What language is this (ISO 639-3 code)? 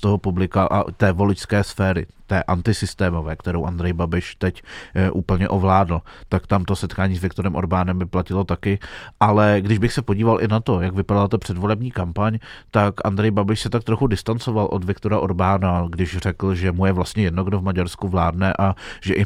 ces